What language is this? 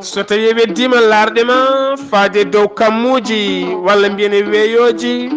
Fula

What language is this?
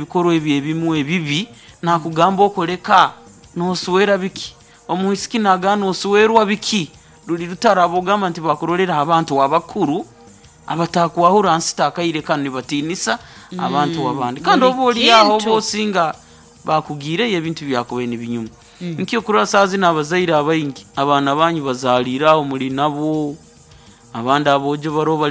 Nyoro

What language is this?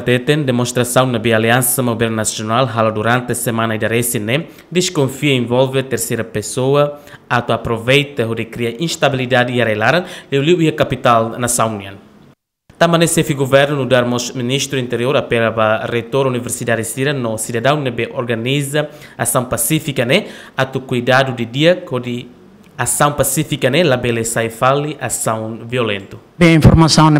Tetum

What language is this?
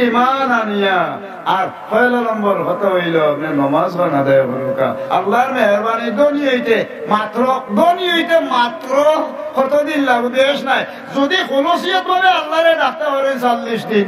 Sylheti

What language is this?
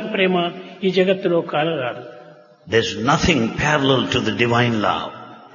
Telugu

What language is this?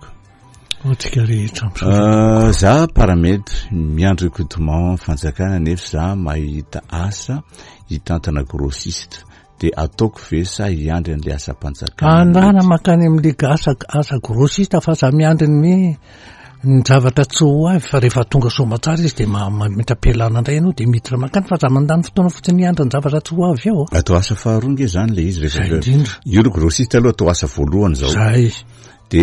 Malagasy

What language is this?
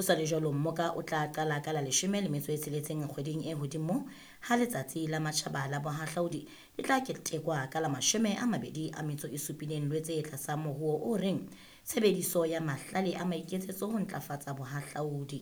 Southern Sotho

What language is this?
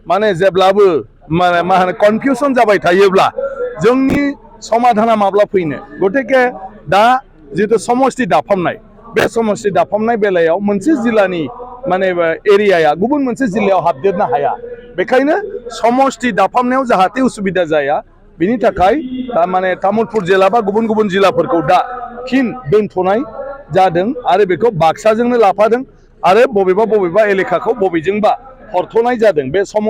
Bodo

